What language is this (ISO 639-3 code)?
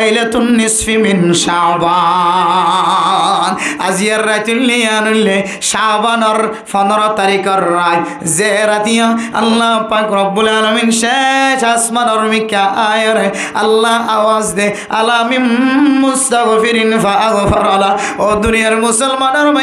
rhg